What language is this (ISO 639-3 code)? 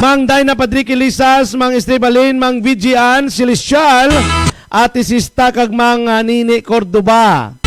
hil